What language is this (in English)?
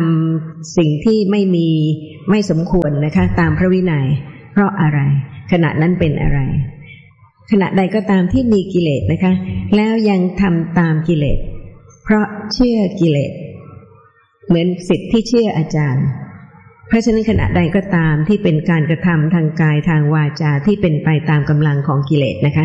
Thai